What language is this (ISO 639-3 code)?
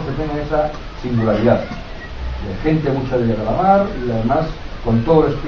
spa